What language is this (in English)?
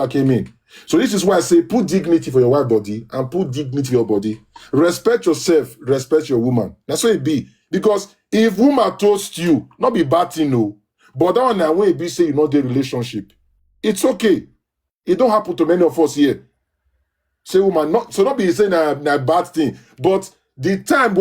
Nigerian Pidgin